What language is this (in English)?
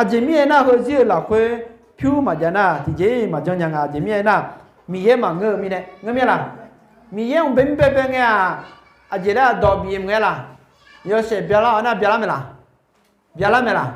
Akha